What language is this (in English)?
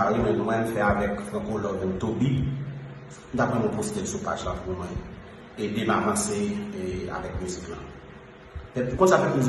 Haitian Creole